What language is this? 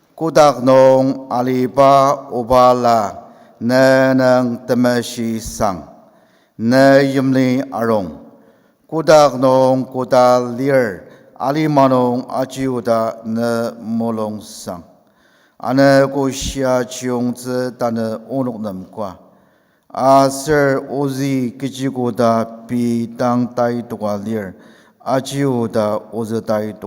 Ao Naga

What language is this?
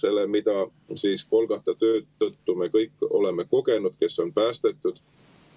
Estonian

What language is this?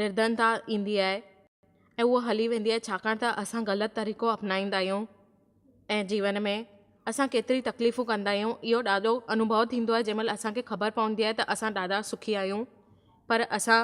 Sindhi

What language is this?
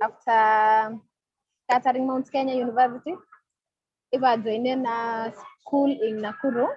Kalenjin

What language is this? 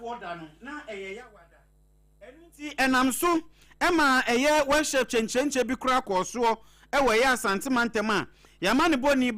Akan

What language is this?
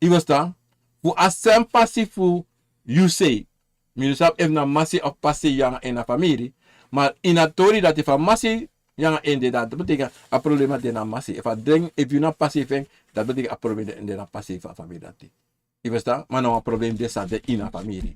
Sranan Tongo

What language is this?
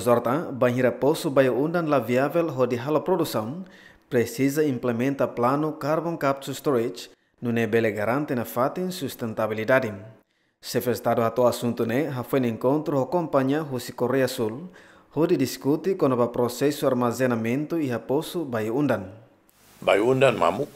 Tetum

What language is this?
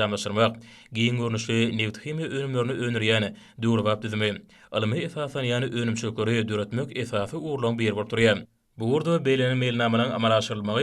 Turkmen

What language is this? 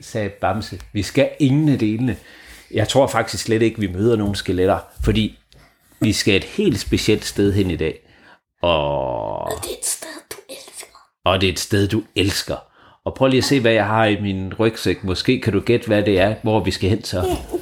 Danish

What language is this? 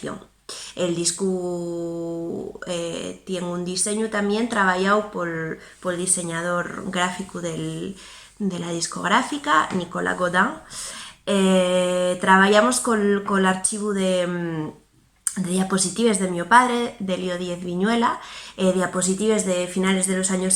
Asturian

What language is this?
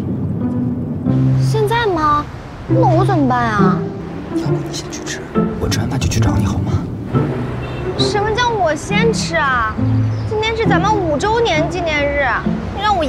Chinese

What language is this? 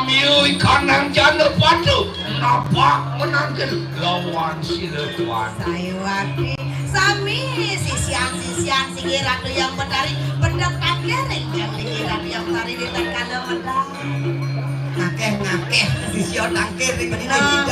Balinese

